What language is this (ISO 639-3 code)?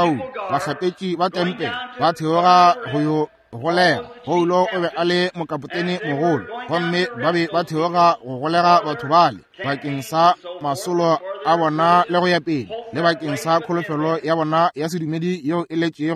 nso